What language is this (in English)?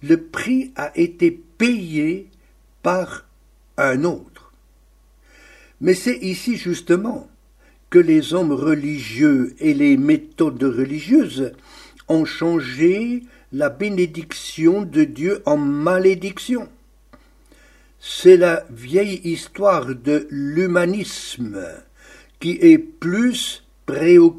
French